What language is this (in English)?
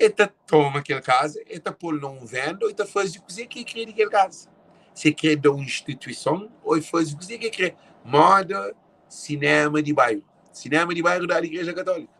Kabuverdianu